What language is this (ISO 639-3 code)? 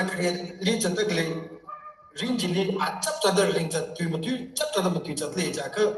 nmf